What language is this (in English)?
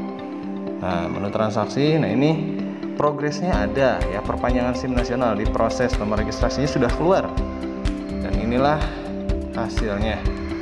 Indonesian